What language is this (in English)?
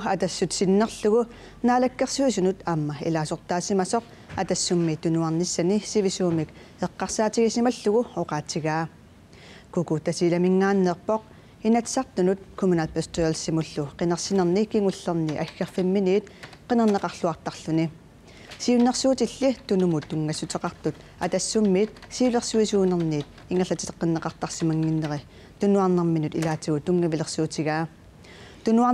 Kalaallisut